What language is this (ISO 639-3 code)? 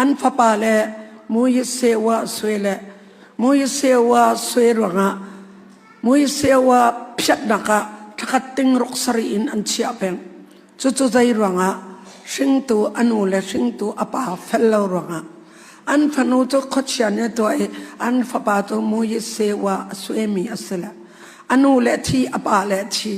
cnh